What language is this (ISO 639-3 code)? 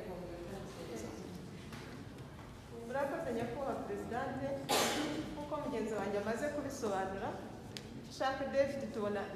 kin